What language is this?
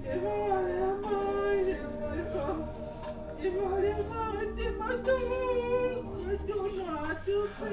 Tongan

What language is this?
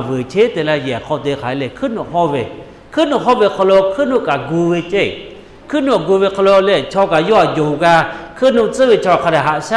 Lahu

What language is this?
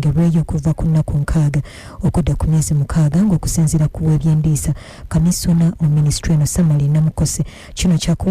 Ganda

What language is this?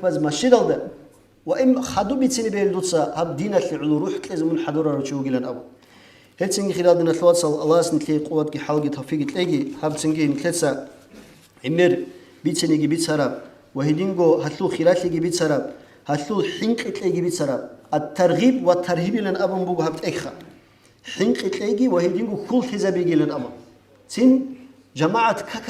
Avaric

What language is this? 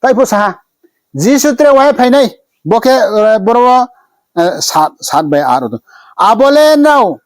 Riang (India)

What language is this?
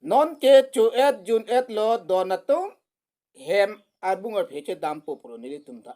Karbi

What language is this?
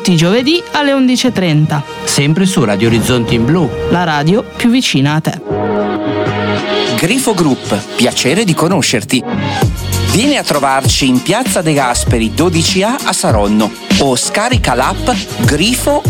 Italian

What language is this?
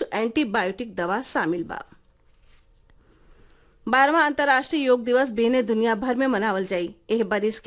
Bhojpuri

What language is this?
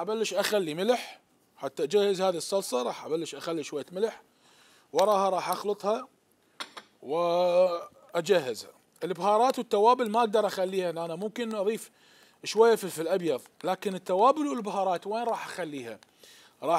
Mesopotamian Arabic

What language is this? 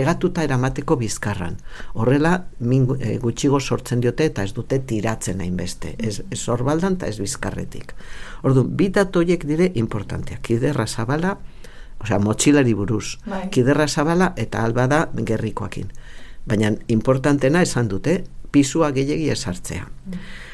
Basque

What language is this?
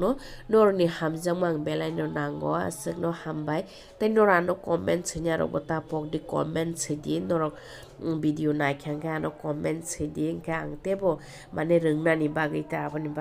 Kok Borok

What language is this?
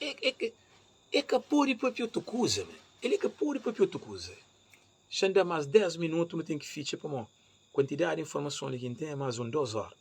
Kabuverdianu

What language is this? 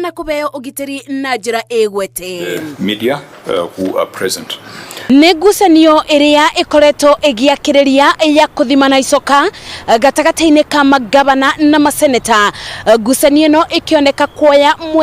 Kikuyu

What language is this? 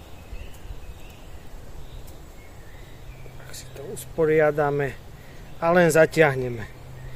Slovak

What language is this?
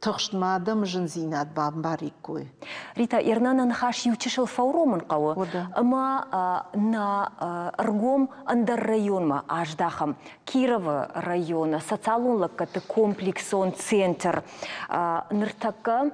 Ossetic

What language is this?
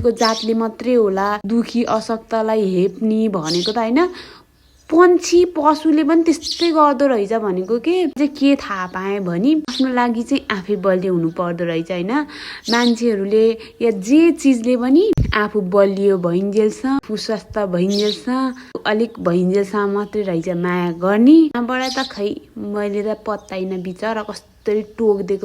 Nepali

